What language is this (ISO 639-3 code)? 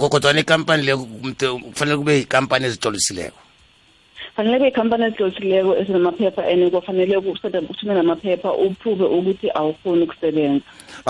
nbl